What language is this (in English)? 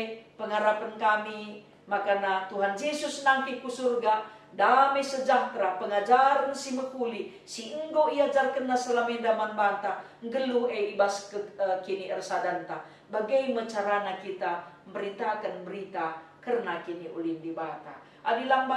Batak Karo